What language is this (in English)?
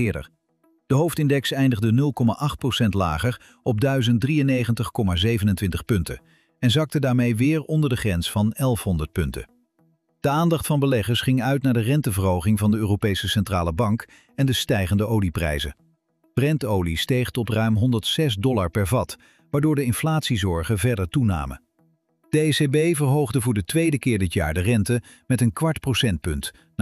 Dutch